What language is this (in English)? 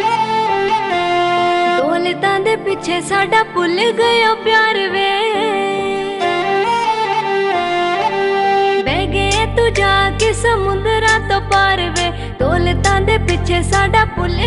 Punjabi